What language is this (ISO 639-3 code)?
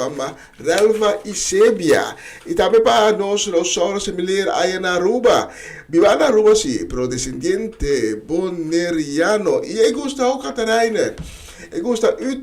pap